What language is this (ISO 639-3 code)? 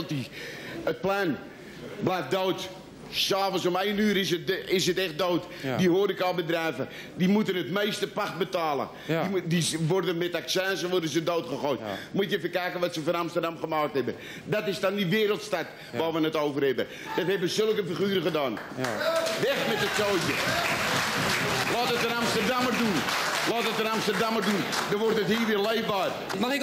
nld